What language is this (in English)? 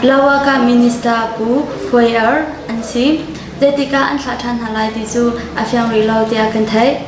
Hakha Chin